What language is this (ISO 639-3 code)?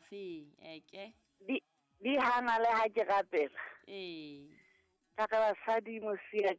sot